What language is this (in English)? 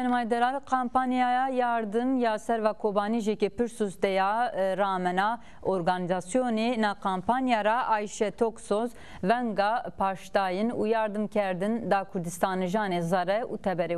Zaza